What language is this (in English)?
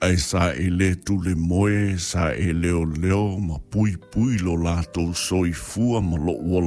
Samoan